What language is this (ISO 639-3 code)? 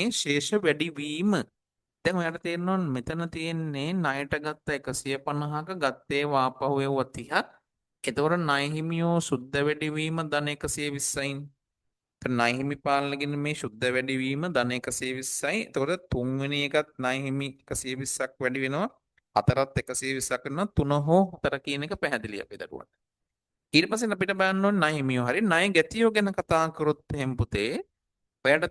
sin